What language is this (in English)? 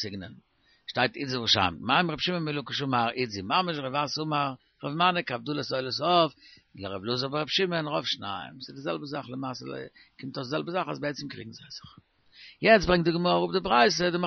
Yiddish